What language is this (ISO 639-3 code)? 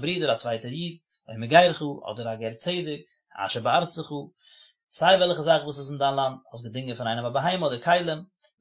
yid